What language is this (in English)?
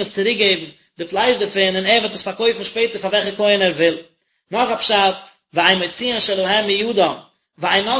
Yiddish